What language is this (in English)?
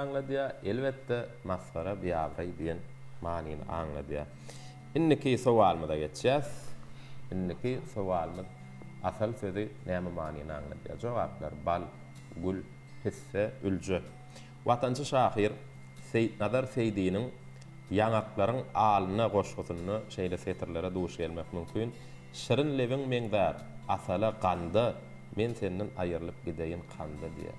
Turkmen